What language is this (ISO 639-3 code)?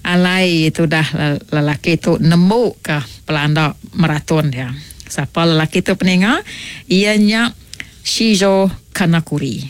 iba